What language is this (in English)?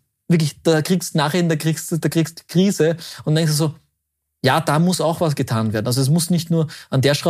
German